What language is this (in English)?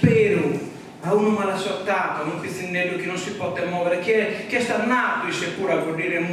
Sardinian